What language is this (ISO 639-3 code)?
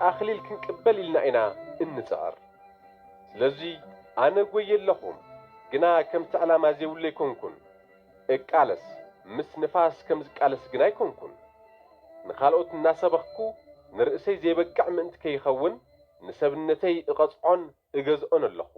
tir